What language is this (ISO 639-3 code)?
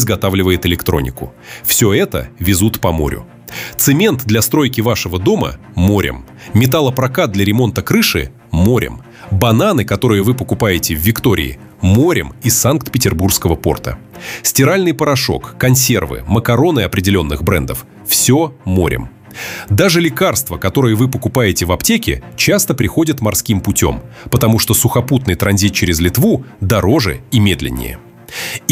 rus